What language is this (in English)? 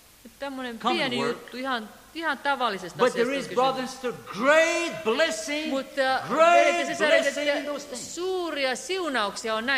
Finnish